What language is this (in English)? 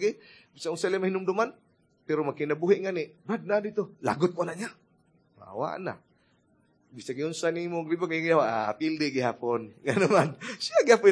Cebuano